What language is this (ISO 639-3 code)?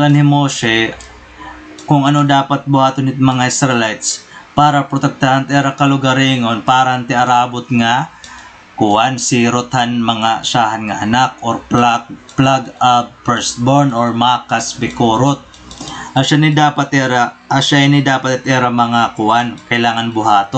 war